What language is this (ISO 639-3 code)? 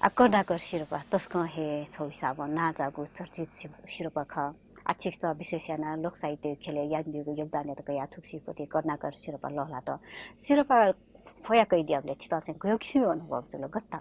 new